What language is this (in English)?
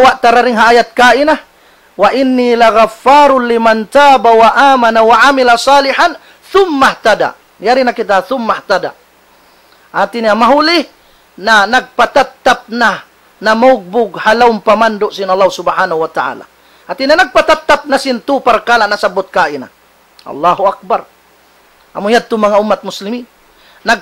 Tausug